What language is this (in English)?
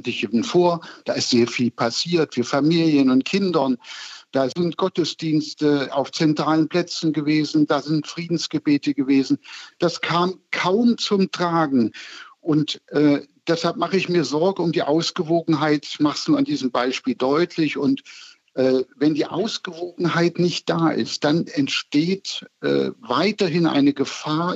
German